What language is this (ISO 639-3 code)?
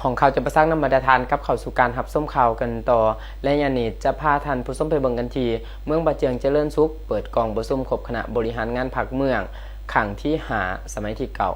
lao